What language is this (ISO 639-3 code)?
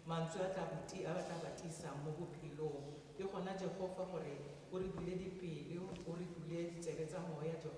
tsn